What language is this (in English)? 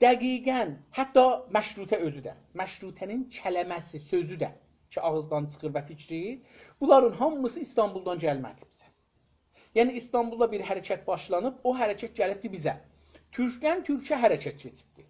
South Azerbaijani